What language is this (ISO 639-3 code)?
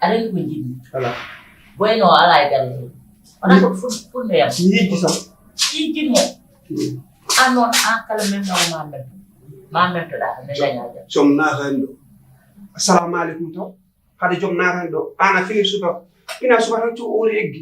ful